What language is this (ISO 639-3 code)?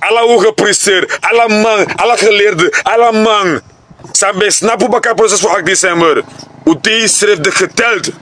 srn